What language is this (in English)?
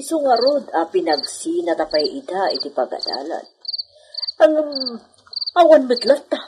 Iloko